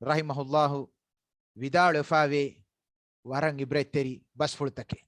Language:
Divehi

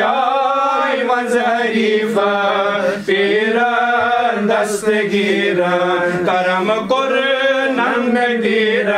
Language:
Kashmiri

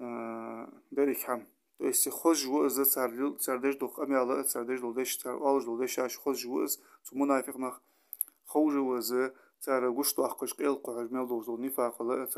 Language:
Ingush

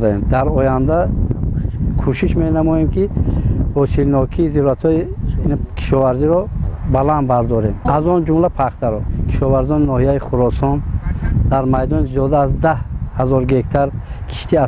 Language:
Tajik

